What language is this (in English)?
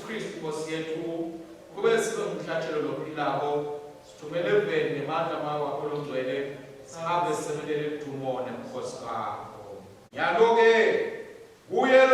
Swati